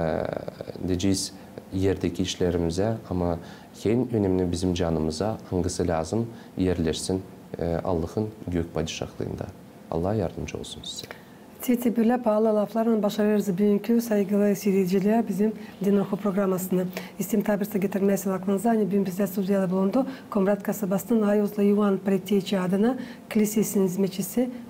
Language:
Gagauz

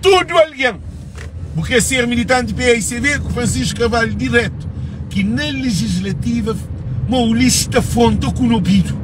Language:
Kabuverdianu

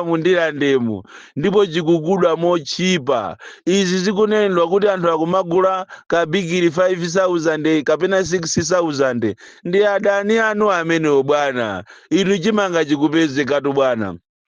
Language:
Nyanja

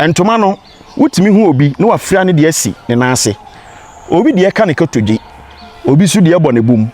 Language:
Akan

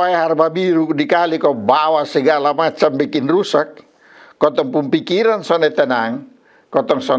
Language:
Kupang Malay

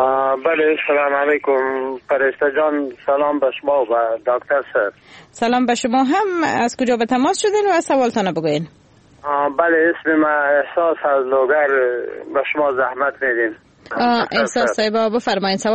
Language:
Persian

